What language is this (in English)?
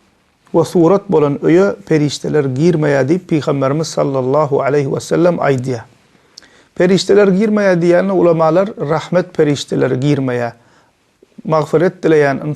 Turkmen